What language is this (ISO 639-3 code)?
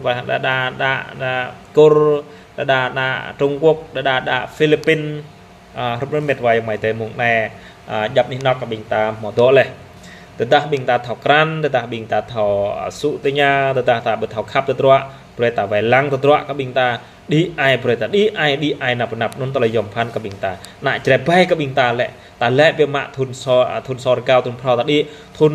jra